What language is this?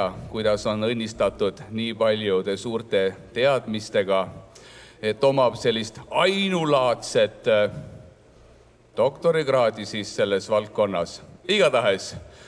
Estonian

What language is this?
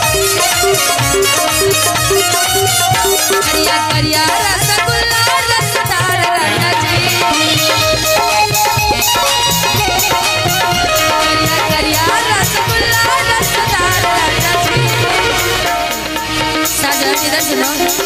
Bhojpuri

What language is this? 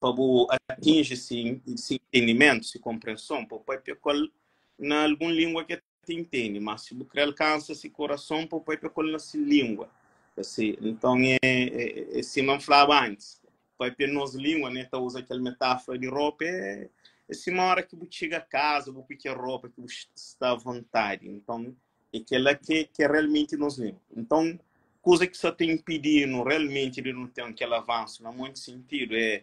Kabuverdianu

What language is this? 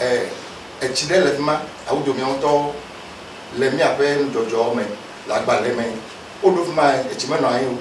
Ewe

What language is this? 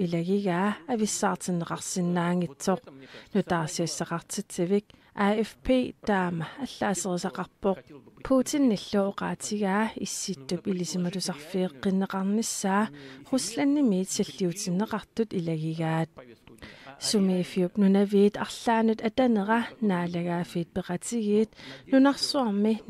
Kalaallisut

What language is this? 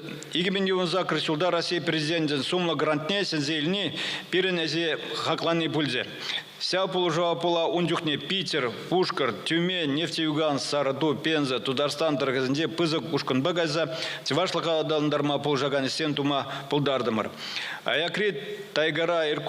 Chuvash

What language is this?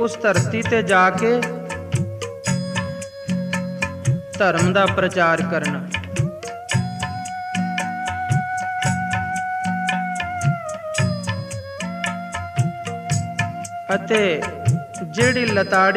Punjabi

